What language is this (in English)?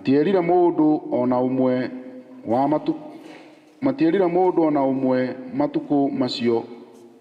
Kikuyu